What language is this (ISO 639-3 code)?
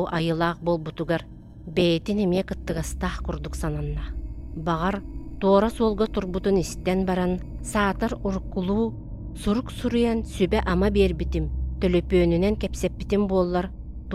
sah